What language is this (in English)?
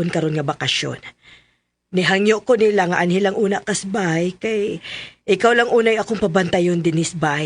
Cebuano